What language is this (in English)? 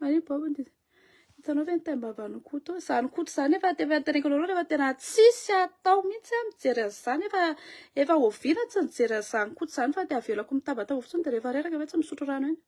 Malagasy